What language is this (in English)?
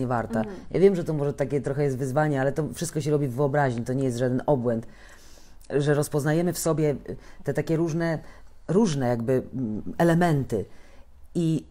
Polish